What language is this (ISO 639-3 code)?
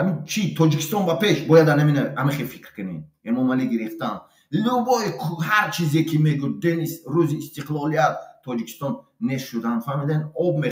tgk